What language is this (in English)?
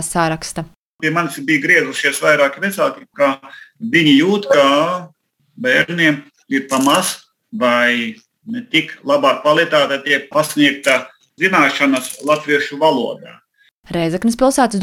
Latvian